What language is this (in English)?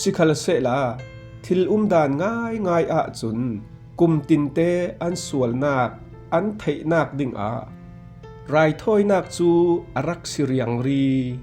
Falam Chin